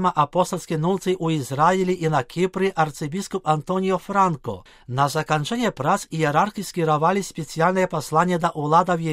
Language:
Belarusian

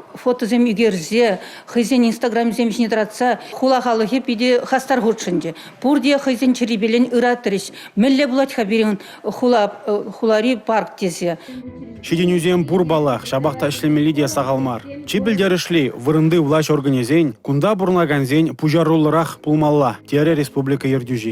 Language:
Chuvash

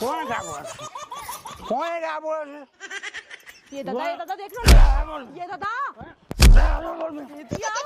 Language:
Chhattisgarhi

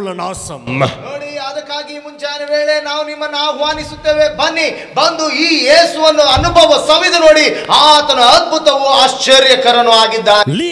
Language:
Kannada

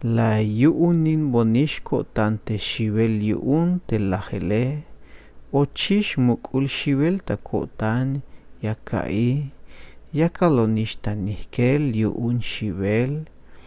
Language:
Tzeltal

